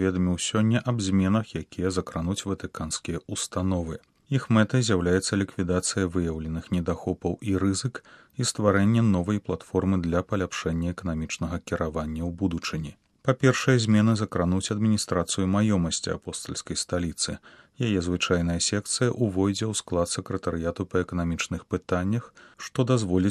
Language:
Belarusian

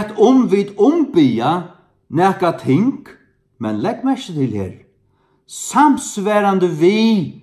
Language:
Faroese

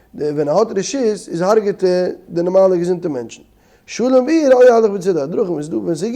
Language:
Yiddish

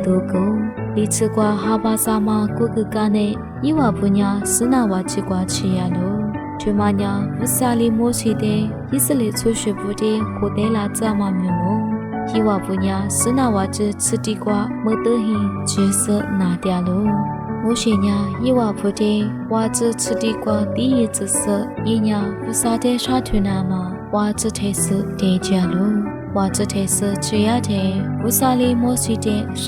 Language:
Lisu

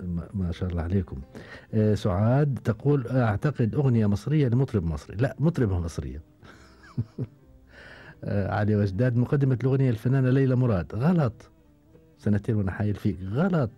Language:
Gulf Arabic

